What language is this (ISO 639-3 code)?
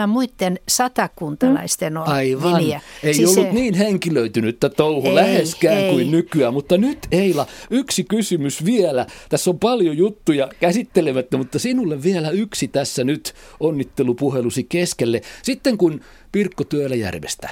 fin